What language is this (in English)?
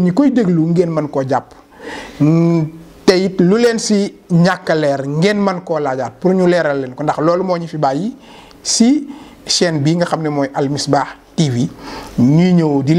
Wolof